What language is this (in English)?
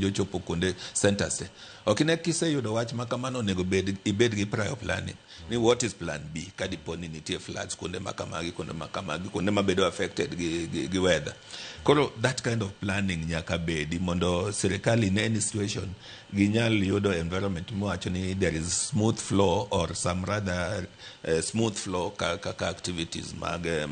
Luo (Kenya and Tanzania)